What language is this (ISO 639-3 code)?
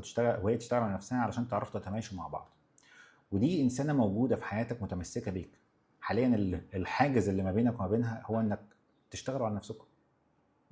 arz